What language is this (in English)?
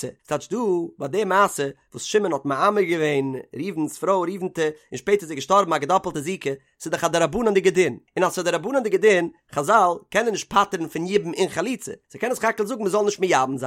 Yiddish